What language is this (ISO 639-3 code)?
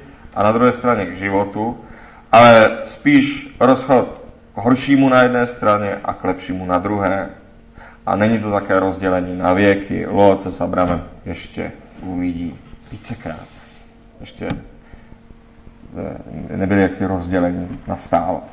ces